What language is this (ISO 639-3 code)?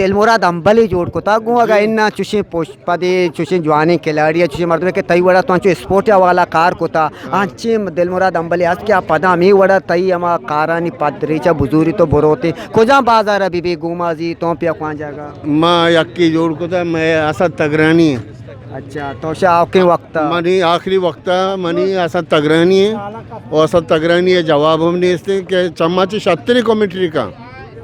bgp